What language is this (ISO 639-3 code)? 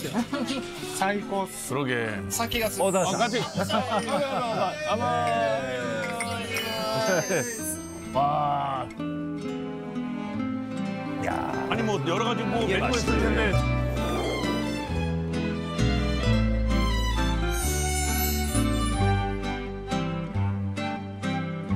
kor